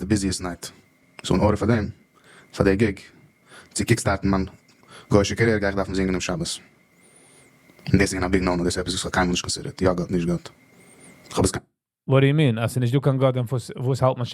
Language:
Yiddish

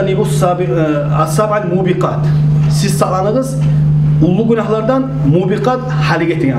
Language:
Kumyk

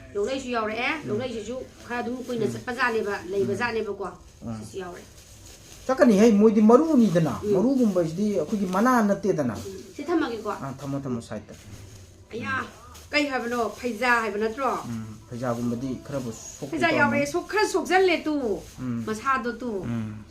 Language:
Manipuri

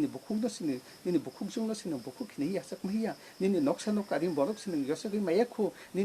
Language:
Kok Borok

